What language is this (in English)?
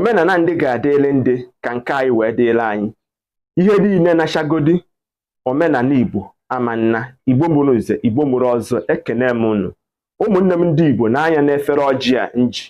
Igbo